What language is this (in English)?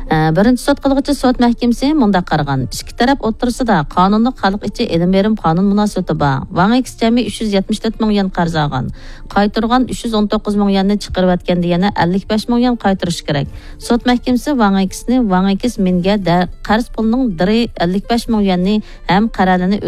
Uyghur